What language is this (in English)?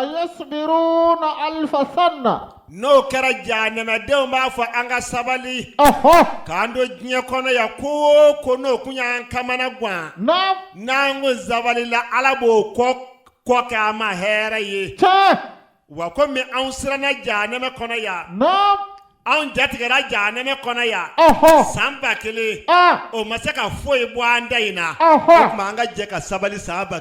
Bambara